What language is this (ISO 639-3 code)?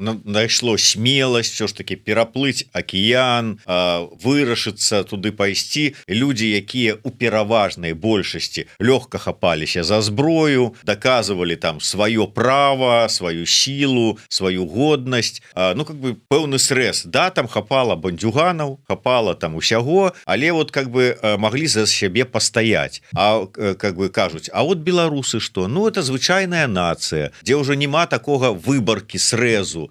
bel